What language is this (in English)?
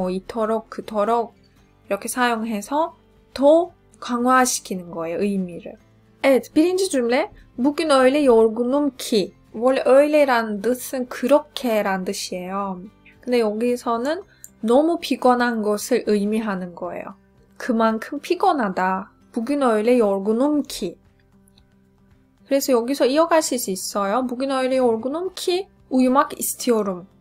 Korean